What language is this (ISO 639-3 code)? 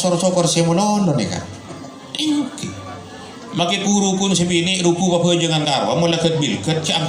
mad